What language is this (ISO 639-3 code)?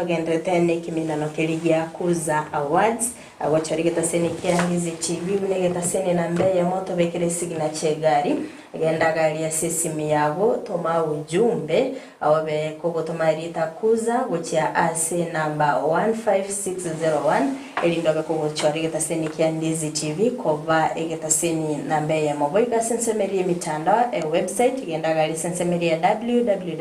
guz